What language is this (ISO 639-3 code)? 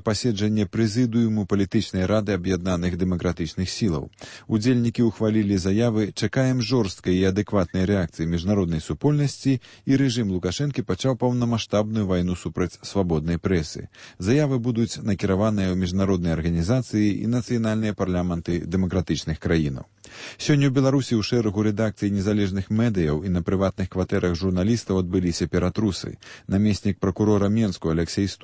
bel